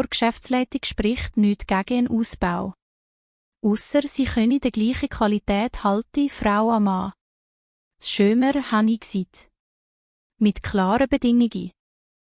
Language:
Swiss German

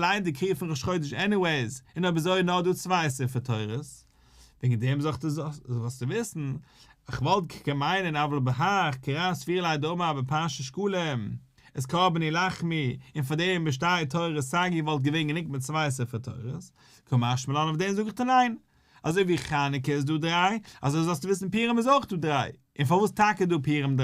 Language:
Yiddish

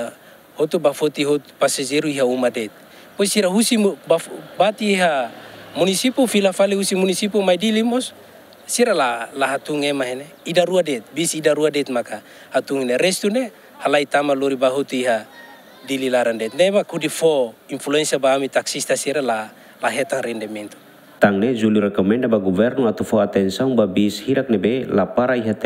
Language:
Tetum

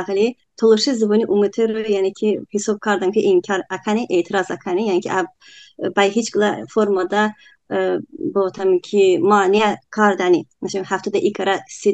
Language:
Talysh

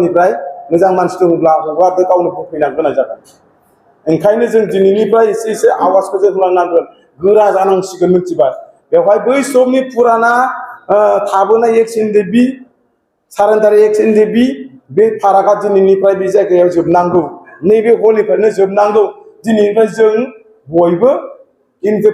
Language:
Bodo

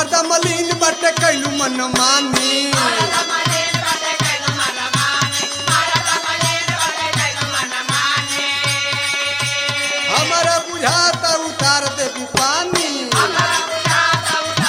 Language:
Bhojpuri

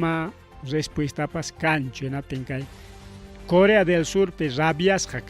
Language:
Ayacucho Quechua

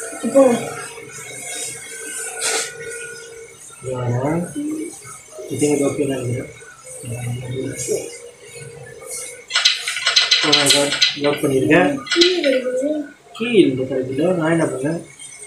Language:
Tamil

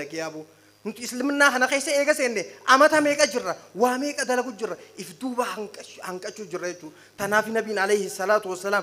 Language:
Oromo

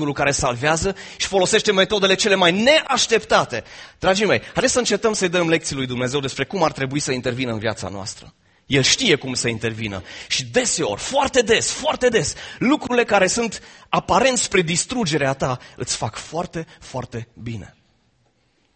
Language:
Romanian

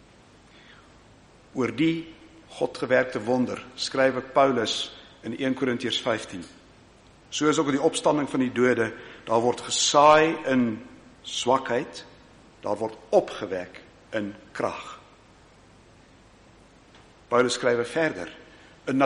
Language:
Afrikaans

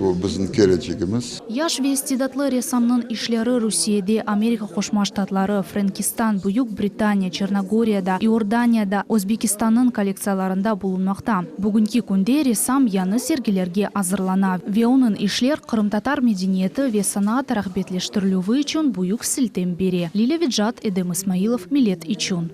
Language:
Crimean Tatar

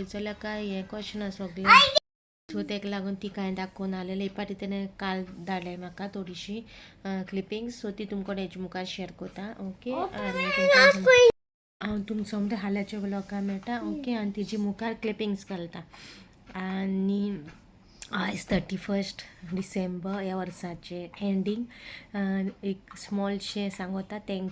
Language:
Konkani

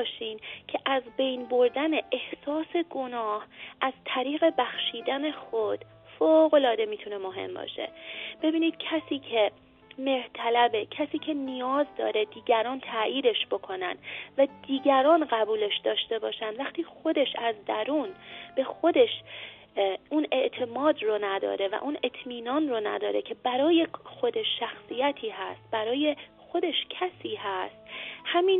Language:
Persian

